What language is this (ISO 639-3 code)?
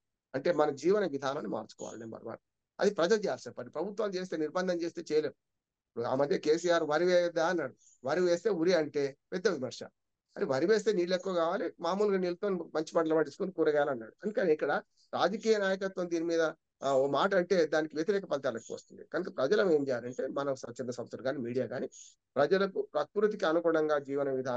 tel